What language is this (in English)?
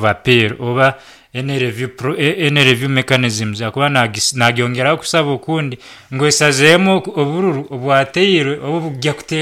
Nyankole